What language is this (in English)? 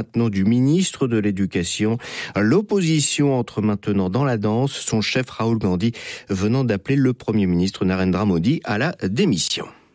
French